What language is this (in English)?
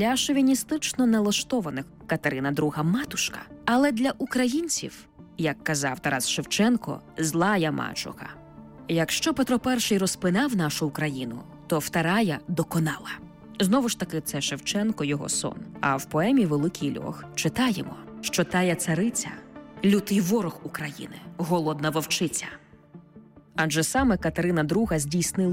Ukrainian